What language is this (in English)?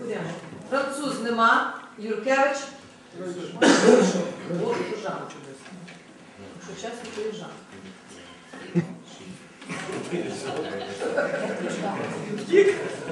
Ukrainian